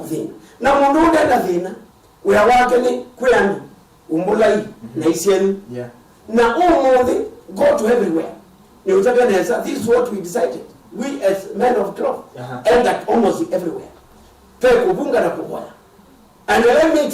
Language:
Kamba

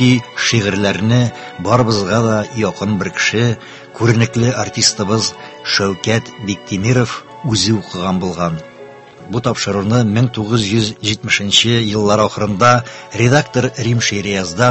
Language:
Tatar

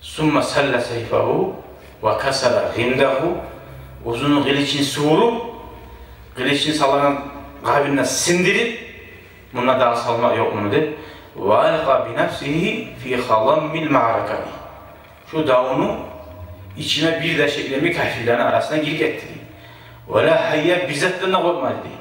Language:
Kumyk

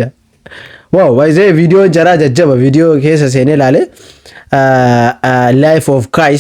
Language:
Oromo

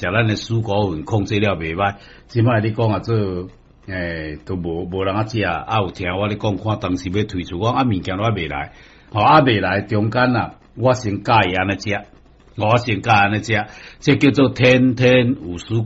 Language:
Min Nan Chinese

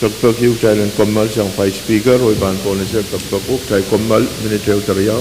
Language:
Pohnpeian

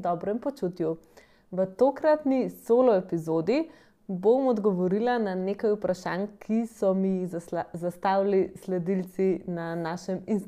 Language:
Slovenian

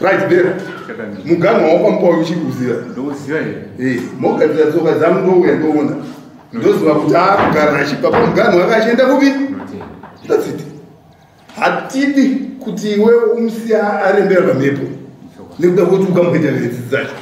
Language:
Shona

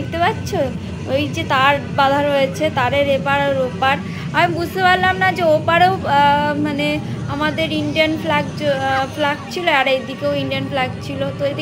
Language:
Bangla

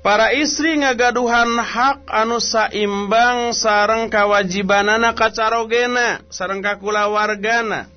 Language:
Sundanese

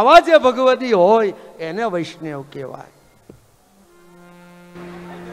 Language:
Gujarati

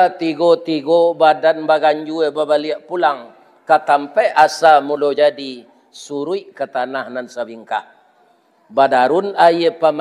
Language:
Minangkabau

